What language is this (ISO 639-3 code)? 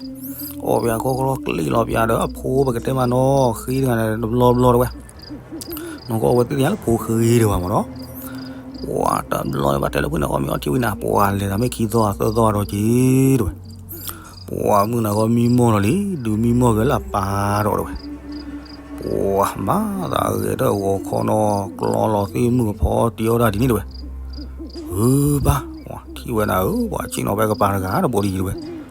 ksw